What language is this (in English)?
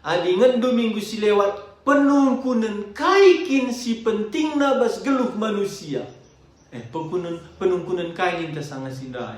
Batak Karo